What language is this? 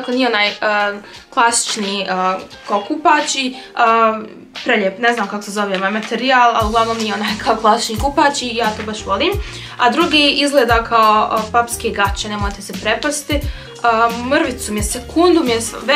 Croatian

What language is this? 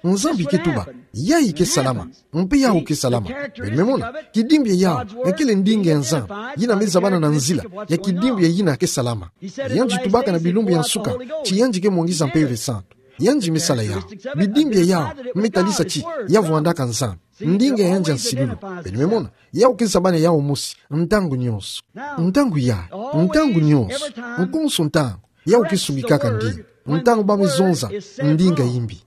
Kituba (Democratic Republic of Congo)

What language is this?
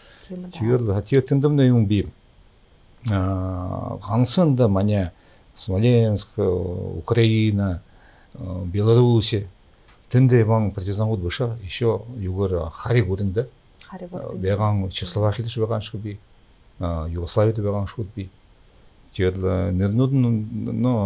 Buriat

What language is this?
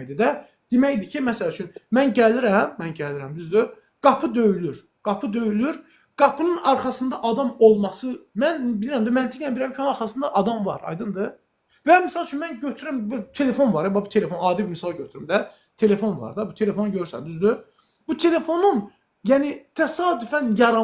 Azerbaijani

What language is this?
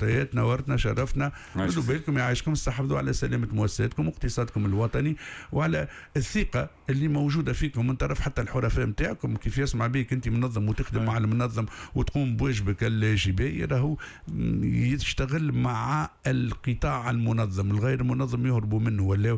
Tunisian Arabic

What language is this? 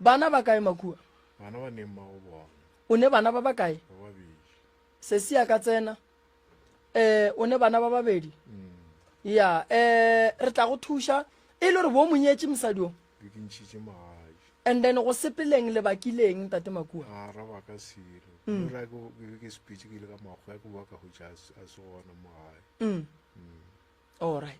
Northern Sotho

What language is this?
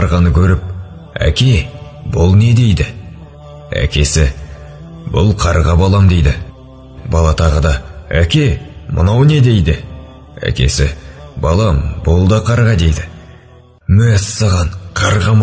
Kazakh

